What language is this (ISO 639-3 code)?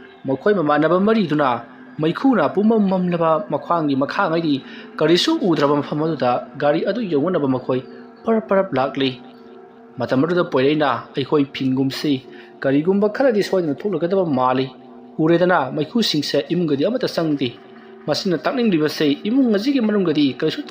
mni